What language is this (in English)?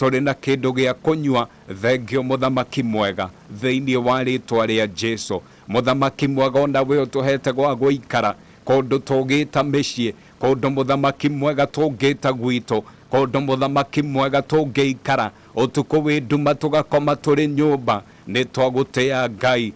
Kikuyu